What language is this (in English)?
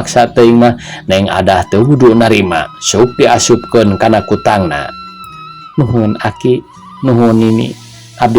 Sundanese